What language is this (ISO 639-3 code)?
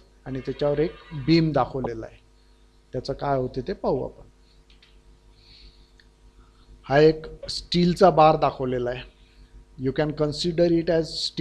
mar